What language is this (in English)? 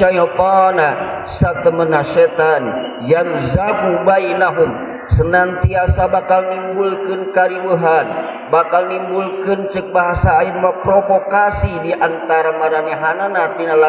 Sundanese